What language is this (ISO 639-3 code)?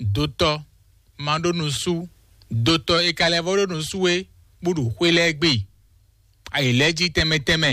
fon